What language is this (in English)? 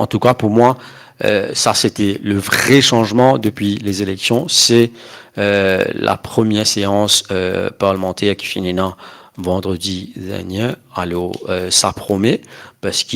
Morisyen